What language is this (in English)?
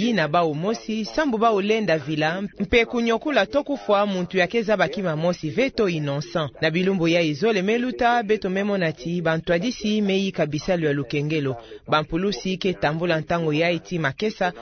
Kituba (Democratic Republic of Congo)